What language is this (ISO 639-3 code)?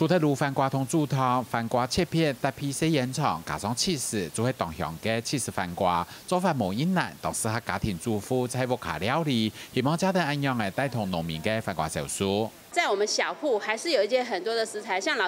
hak